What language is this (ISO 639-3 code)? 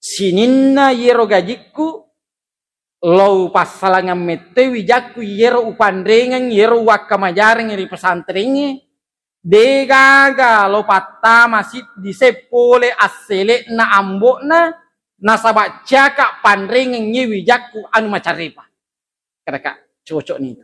bug